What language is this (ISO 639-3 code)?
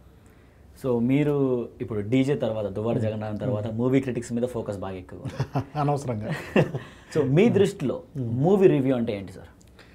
tel